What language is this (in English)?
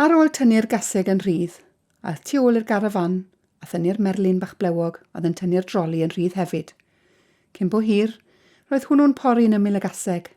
Welsh